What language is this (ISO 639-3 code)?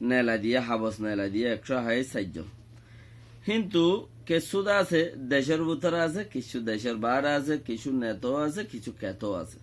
rhg